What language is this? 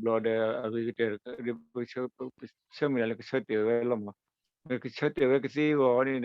S'gaw Karen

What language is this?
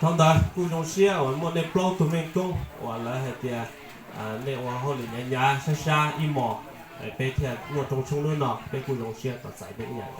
Hmong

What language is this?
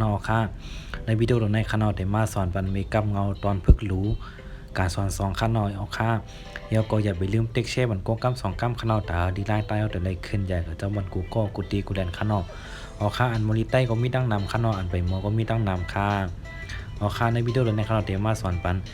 Shan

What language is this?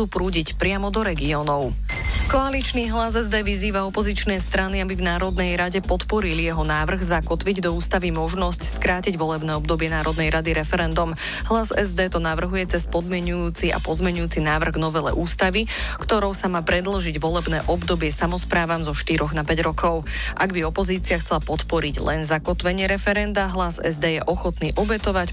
Slovak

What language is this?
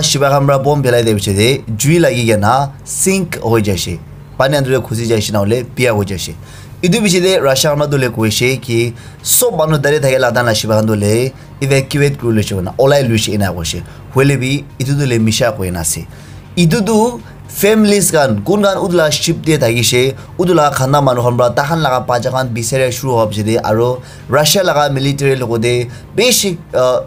Naga Pidgin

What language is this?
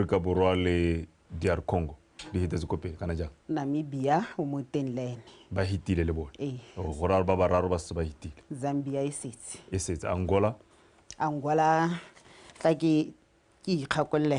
Tswana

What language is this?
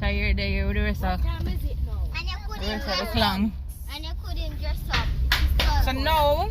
Jamaican Creole English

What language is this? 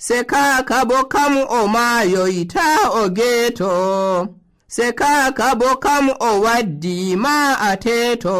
Nigerian Fulfulde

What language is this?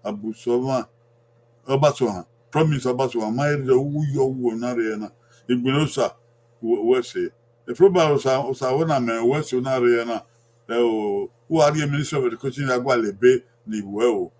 Bini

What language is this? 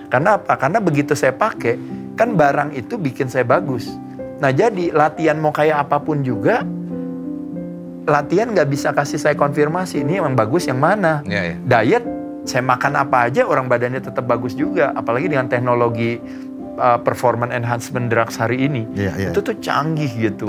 Indonesian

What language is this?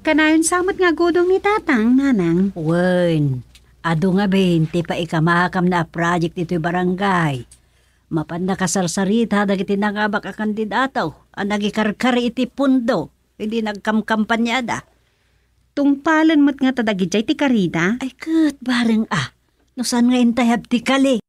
Iloko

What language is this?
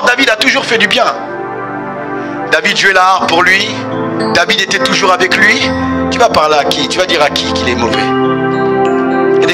French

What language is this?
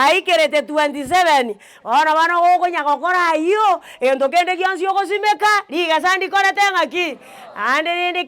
Gusii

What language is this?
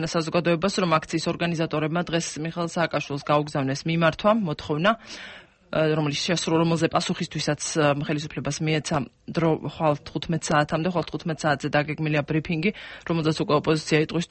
Georgian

